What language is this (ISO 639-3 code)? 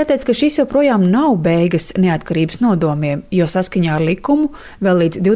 lav